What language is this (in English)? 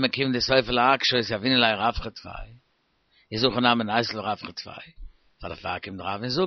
Yiddish